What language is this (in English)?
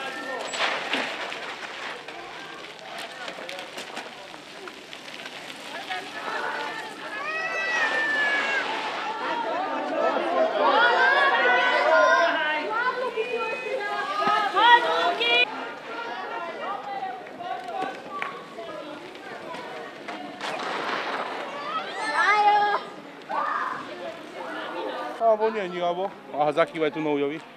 Slovak